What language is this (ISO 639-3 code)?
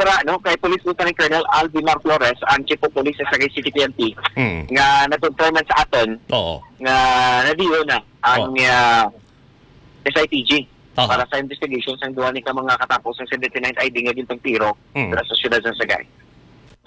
hil